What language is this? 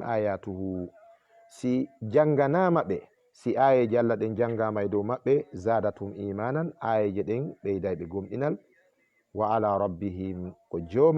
Fula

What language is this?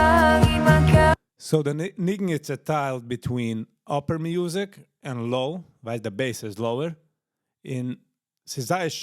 Yiddish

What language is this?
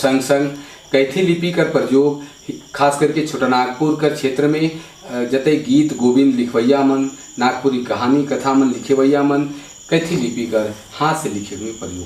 Sadri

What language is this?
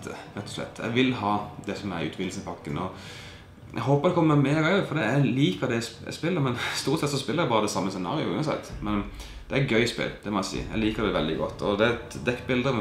Norwegian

